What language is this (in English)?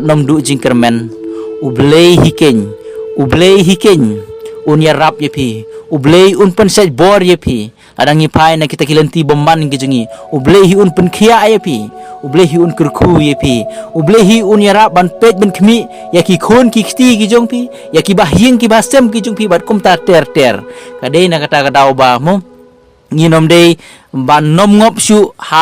Khasi